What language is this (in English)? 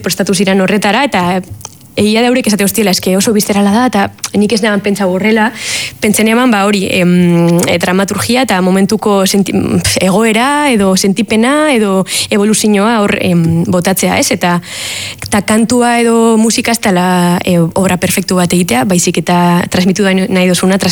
Basque